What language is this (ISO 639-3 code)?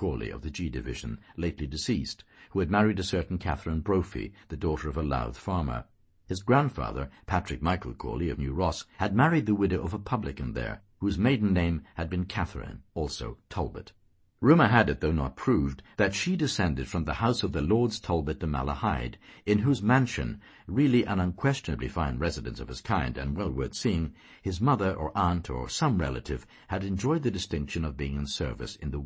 eng